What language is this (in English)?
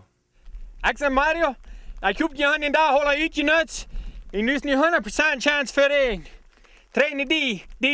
Plautdietsch